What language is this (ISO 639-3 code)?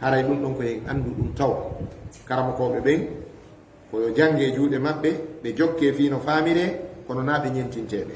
ful